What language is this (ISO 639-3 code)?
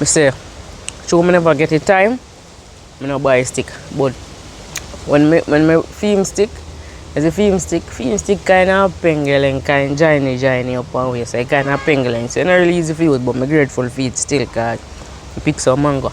jam